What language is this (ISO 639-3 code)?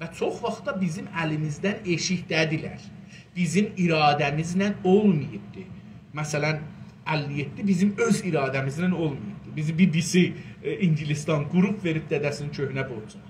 azb